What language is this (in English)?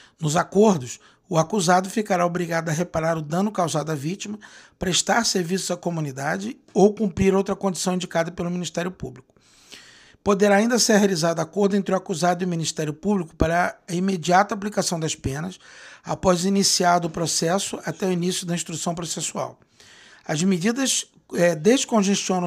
Portuguese